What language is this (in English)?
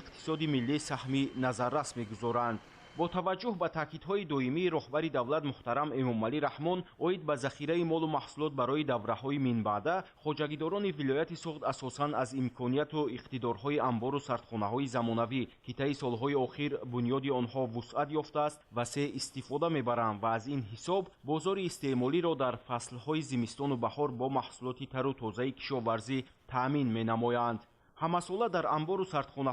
Tajik